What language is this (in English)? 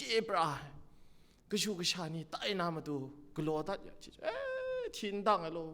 Kachin